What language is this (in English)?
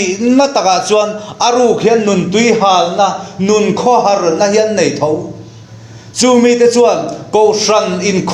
Mizo